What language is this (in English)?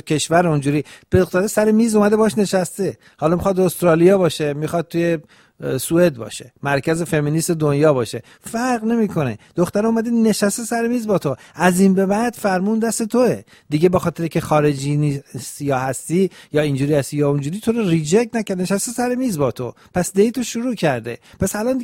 Persian